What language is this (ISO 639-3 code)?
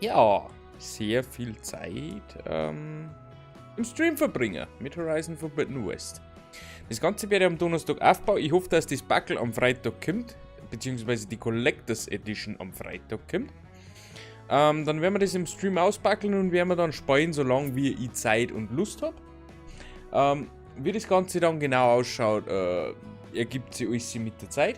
bar